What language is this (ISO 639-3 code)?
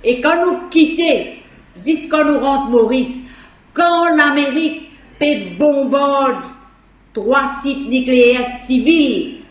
mfe